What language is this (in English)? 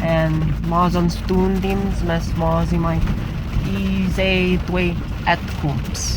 Prussian